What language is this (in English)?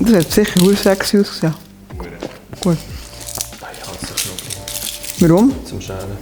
Swiss German